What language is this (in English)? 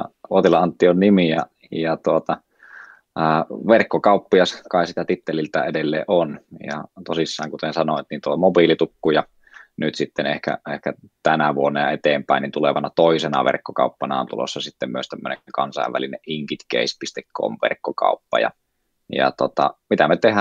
Finnish